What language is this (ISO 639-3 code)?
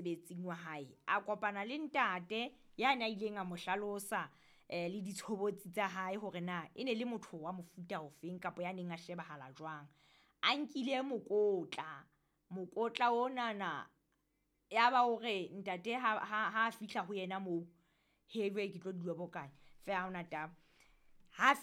sot